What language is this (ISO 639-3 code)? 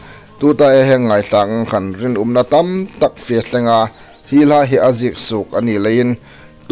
hmr